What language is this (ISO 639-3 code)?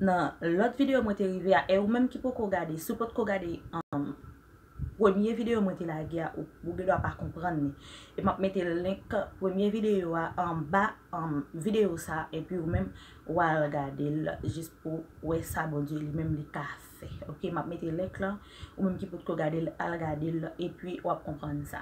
hat